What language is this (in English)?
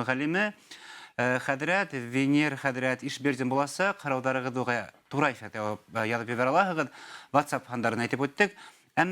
Bashkir